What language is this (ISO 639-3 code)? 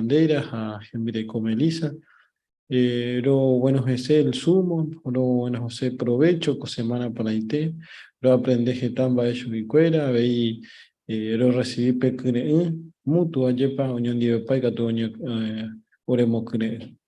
grn